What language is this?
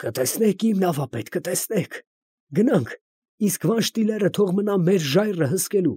Armenian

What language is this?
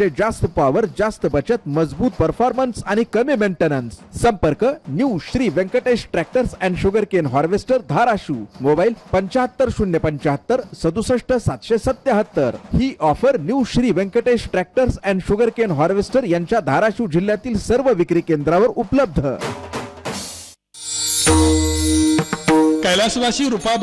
Marathi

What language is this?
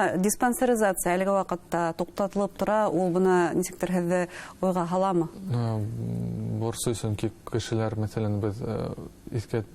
Bashkir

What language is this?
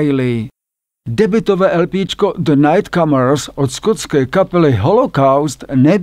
Czech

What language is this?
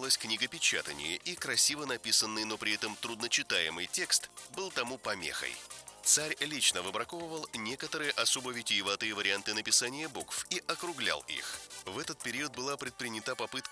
Russian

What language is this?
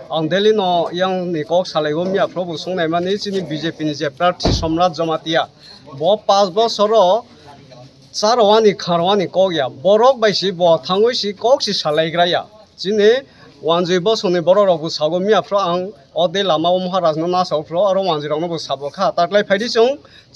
Kok Borok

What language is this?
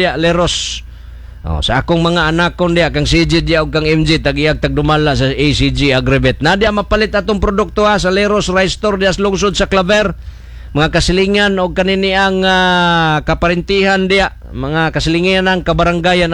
Cebuano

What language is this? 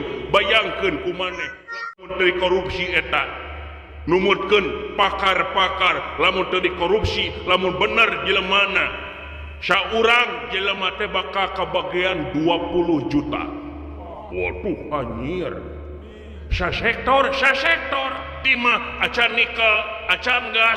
Sundanese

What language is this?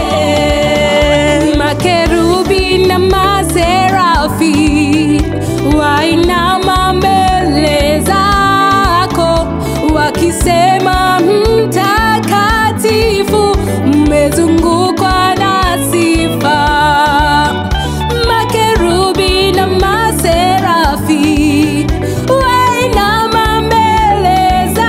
Swahili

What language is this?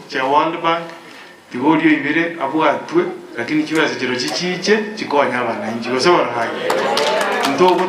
Gusii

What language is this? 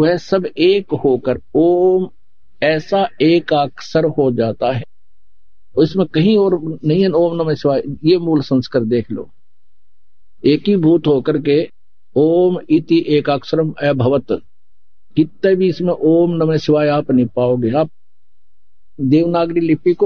Hindi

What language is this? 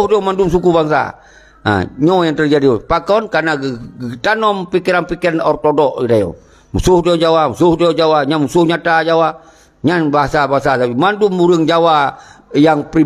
Achinese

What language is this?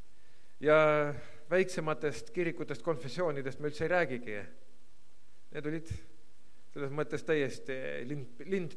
Estonian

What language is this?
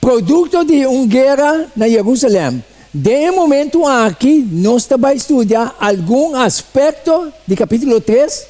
Papiamento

